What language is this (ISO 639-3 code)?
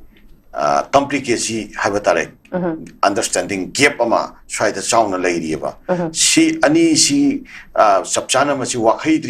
mni